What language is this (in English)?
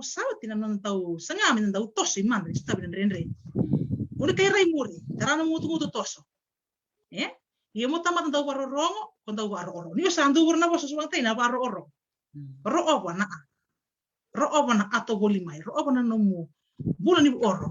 Fijian